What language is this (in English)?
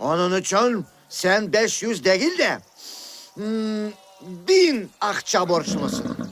Crimean Tatar